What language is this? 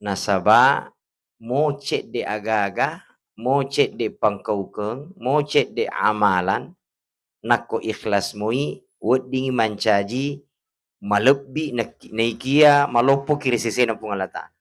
Buginese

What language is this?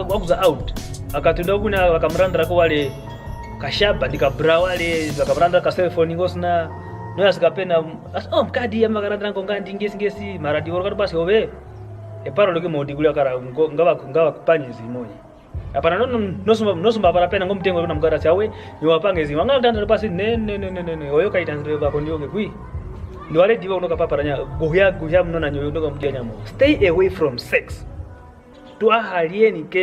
Kwangali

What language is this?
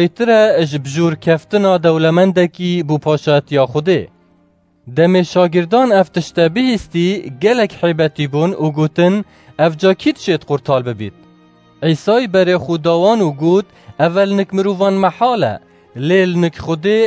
Kurdish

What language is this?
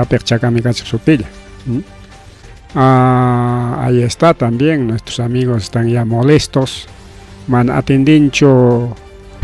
Ayacucho Quechua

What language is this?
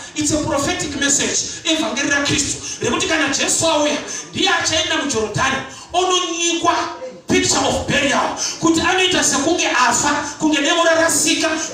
Shona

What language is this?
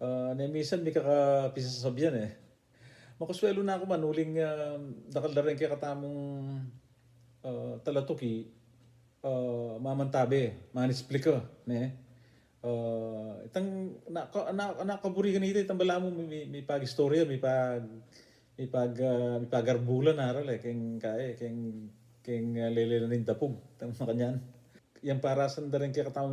Pampanga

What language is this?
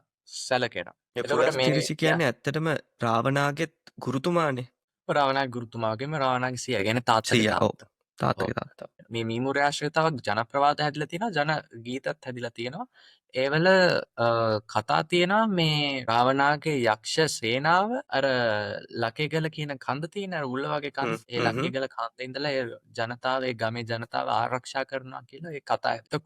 Sinhala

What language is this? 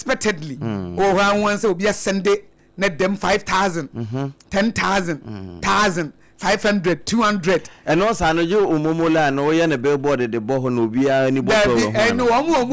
Akan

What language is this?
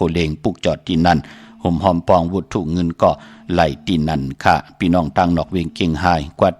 Shan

